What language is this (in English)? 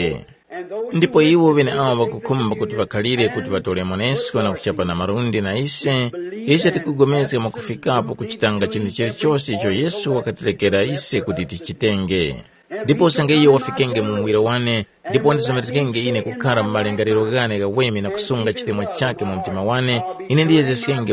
Tumbuka